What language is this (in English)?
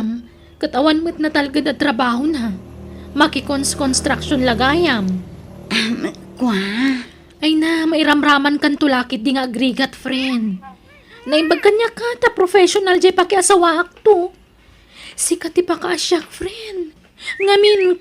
Iloko